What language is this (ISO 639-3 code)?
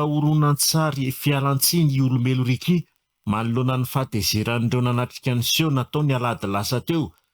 mlg